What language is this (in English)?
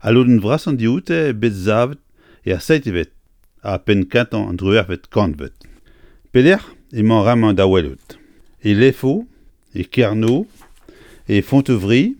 Breton